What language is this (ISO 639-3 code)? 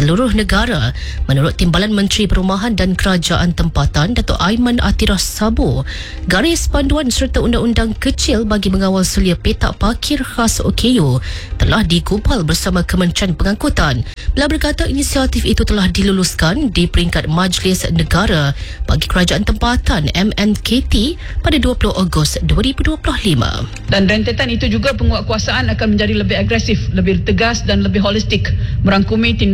msa